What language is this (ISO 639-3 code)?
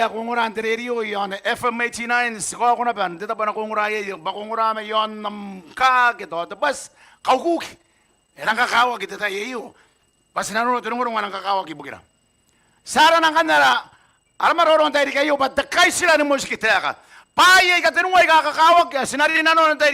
gil